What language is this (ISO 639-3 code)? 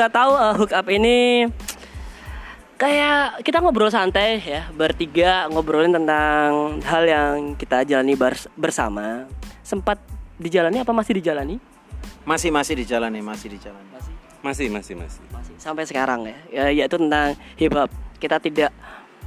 ind